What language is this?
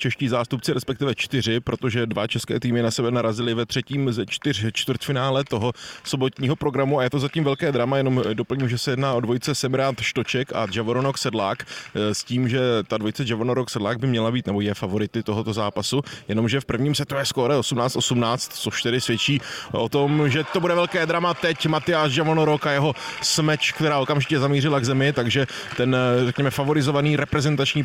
Czech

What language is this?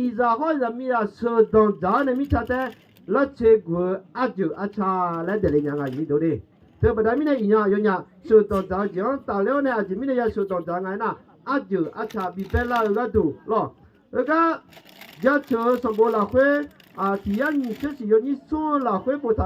Akha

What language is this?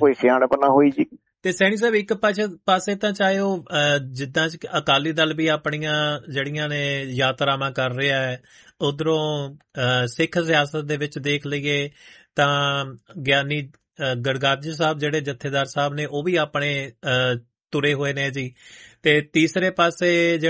Punjabi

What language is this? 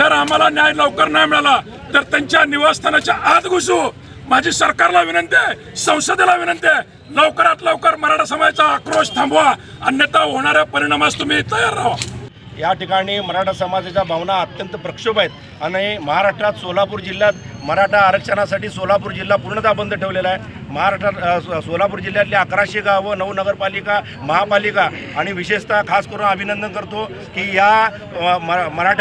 Marathi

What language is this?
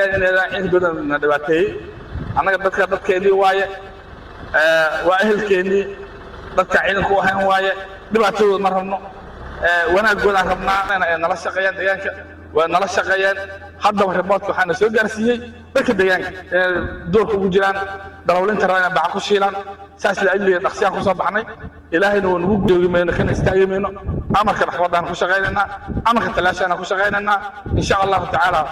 Somali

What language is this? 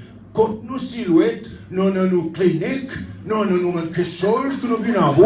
Seselwa Creole French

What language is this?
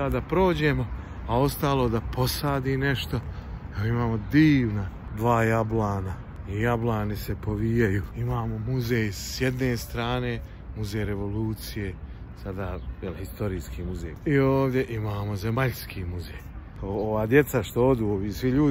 Bosnian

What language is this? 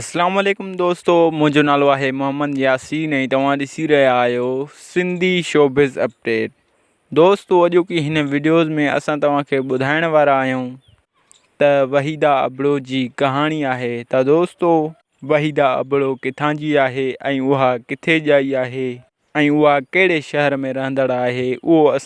Sindhi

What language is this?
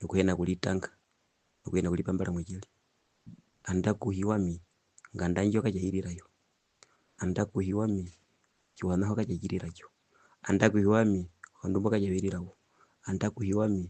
Herero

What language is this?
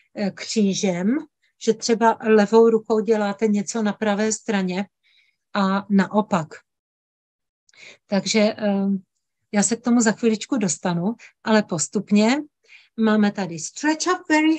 Czech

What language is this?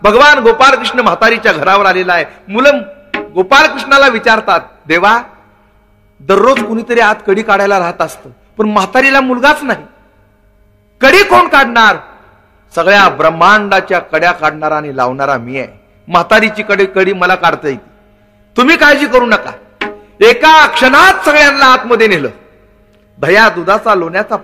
Marathi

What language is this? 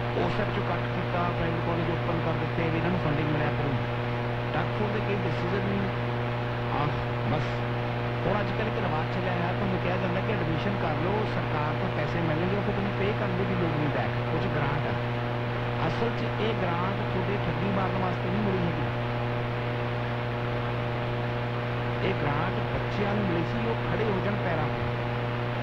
Punjabi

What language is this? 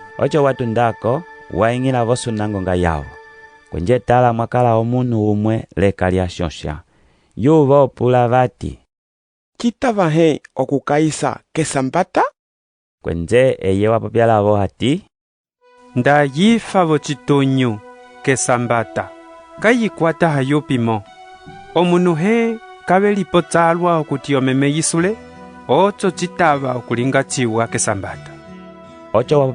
Umbundu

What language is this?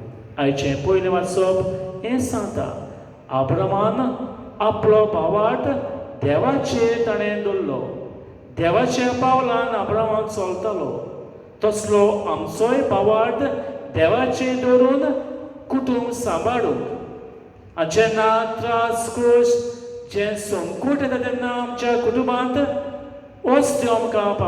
Konkani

